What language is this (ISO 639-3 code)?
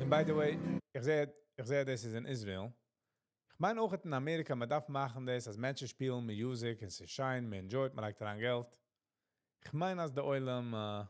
yid